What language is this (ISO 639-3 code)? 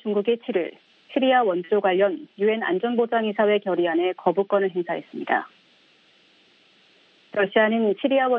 kor